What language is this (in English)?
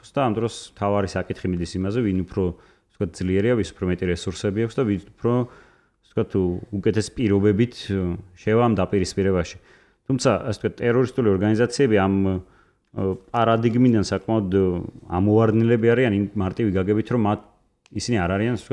Georgian